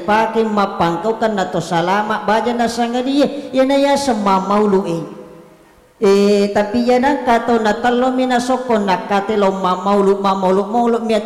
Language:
Buginese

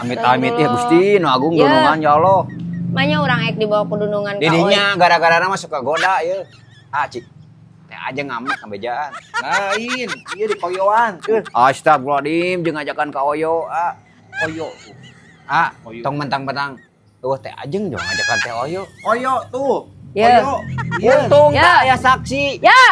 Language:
Sundanese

